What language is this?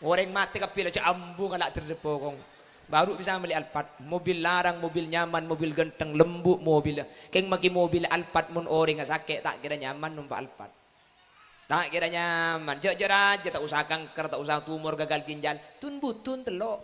Madurese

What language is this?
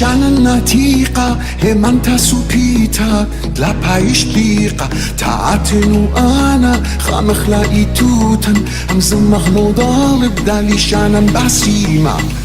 Assyrian Neo-Aramaic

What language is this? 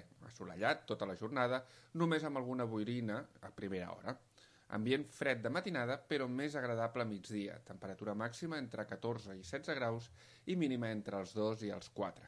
Catalan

